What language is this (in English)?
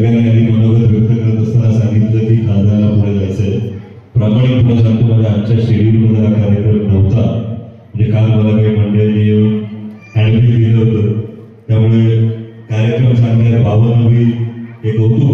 Marathi